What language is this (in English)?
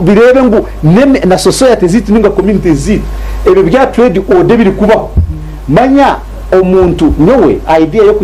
Nyankole